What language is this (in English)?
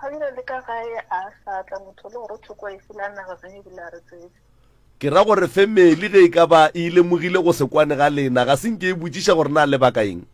Northern Sotho